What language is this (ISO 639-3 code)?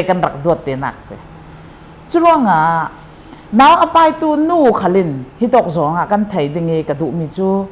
cfm